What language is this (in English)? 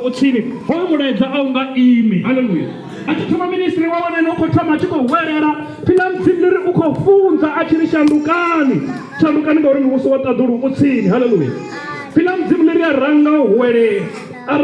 Venda